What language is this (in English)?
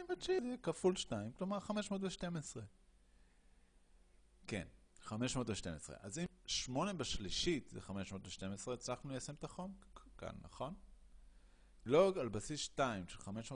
Hebrew